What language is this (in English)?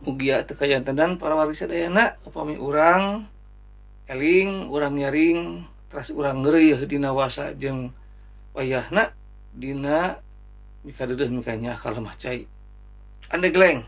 Sundanese